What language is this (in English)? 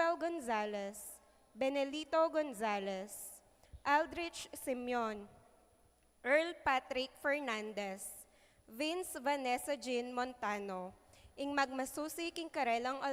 Pampanga